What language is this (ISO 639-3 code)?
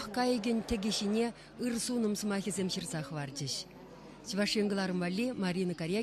chv